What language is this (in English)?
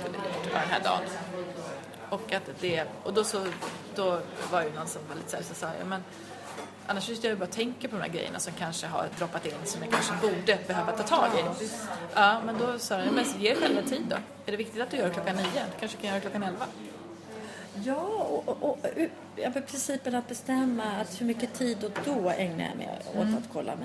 Swedish